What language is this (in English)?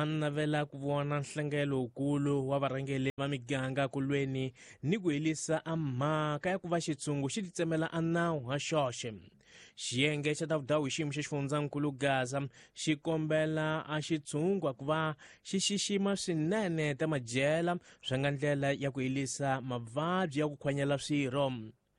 Tsonga